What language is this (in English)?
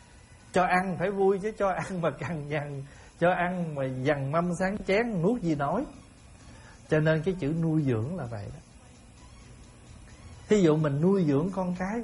Vietnamese